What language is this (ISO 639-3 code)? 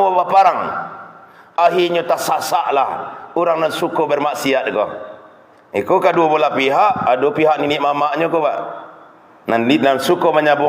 min